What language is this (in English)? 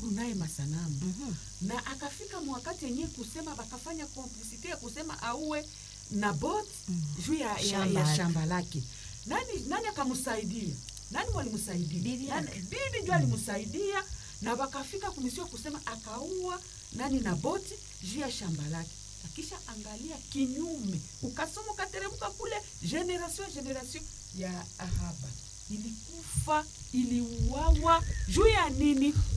Swahili